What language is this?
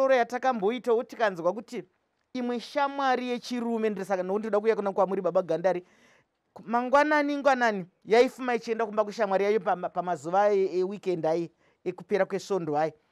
Shona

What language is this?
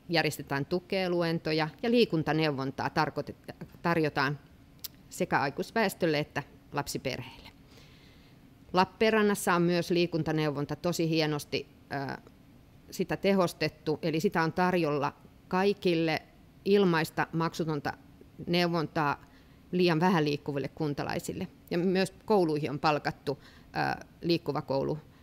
Finnish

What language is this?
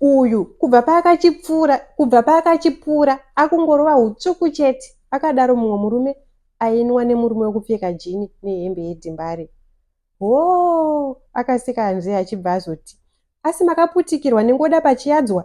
Shona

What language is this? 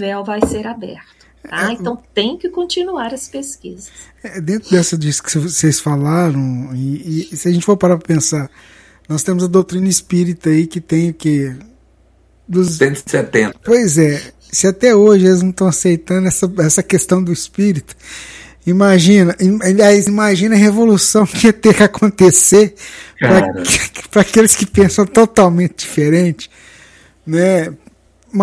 Portuguese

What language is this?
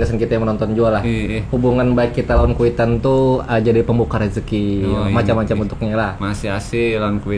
Banjar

